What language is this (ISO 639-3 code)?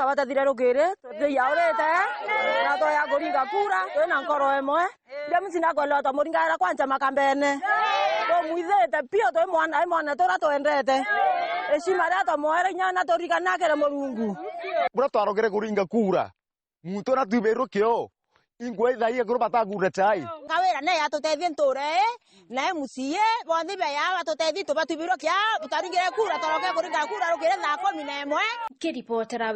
mer